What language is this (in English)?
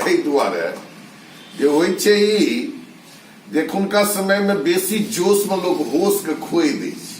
Maithili